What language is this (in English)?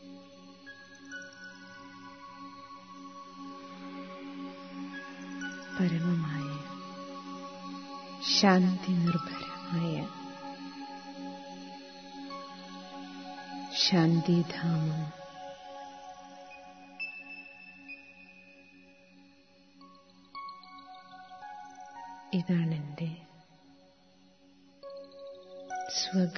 Malayalam